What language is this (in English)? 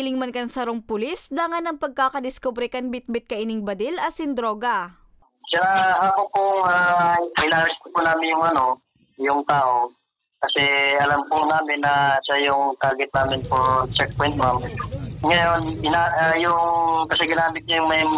Bikol